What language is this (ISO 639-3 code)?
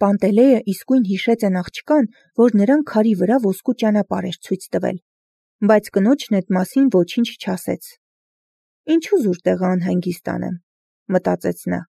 hye